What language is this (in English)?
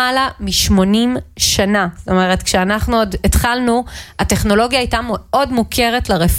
Hebrew